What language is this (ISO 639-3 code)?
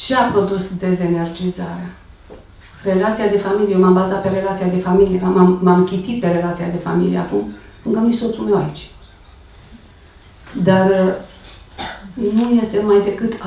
ron